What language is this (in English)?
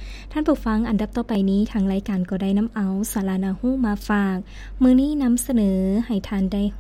Lao